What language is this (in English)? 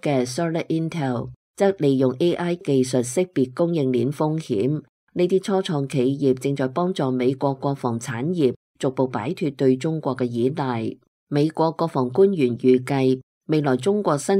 Cantonese